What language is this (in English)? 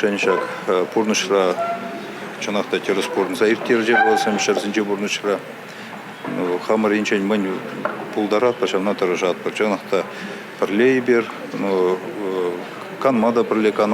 Chuvash